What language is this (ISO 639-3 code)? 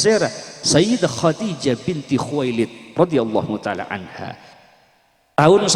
mad